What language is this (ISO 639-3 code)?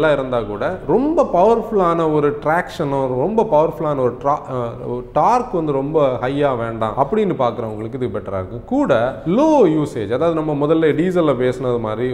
tam